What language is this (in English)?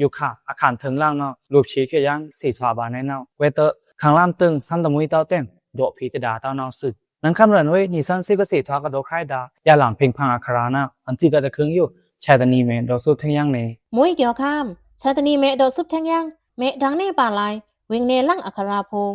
Pa'o Karen